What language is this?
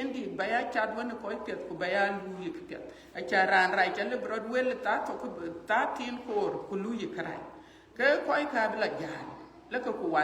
Dinka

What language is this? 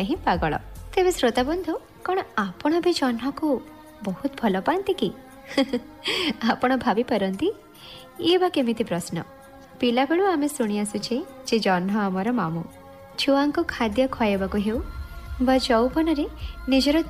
Odia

